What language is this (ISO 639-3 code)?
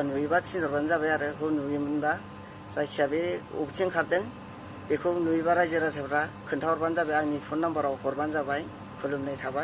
brx